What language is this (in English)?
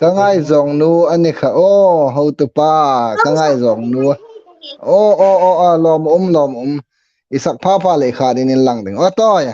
Hmar